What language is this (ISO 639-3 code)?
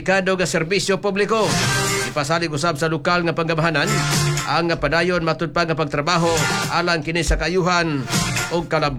ceb